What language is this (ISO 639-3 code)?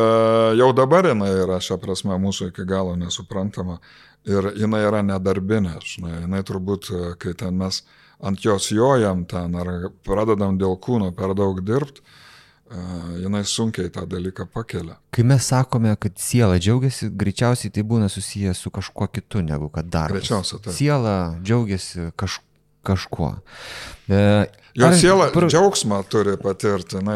lit